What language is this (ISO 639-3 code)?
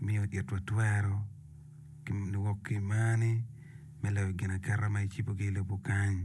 ach